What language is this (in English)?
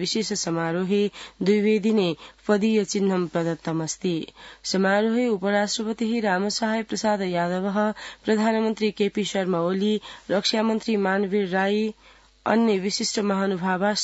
Sanskrit